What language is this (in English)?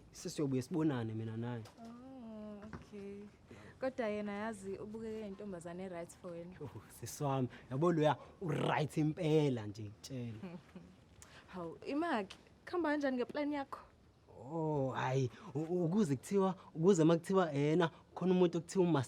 Zulu